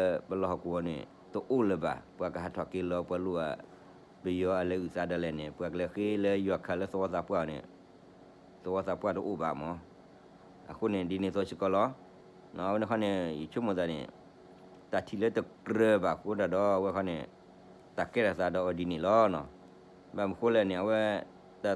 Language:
S'gaw Karen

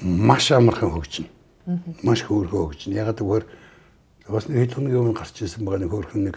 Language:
Mongolian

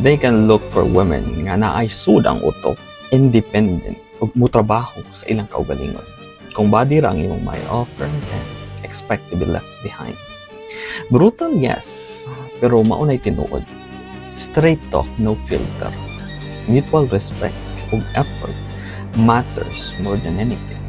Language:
Cebuano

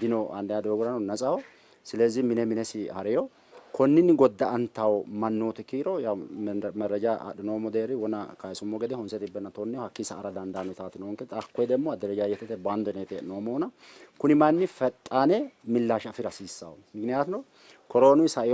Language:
Sidamo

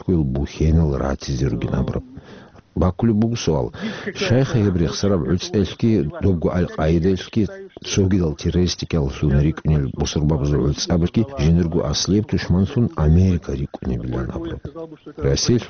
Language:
Avaric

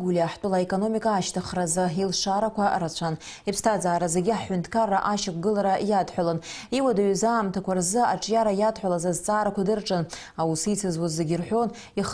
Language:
Abkhazian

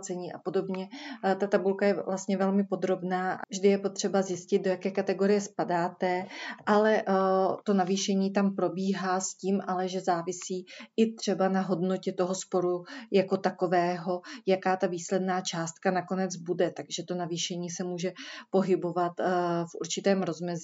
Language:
Czech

